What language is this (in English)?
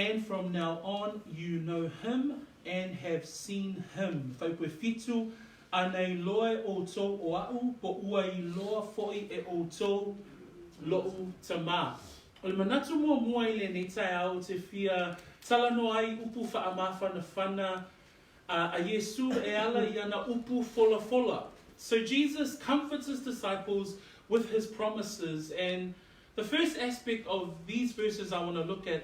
Samoan